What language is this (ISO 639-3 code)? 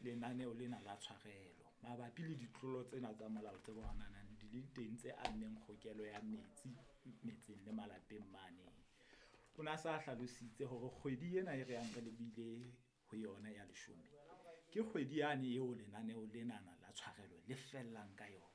sot